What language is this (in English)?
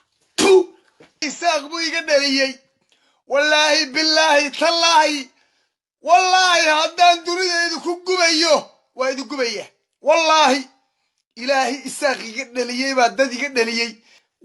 Somali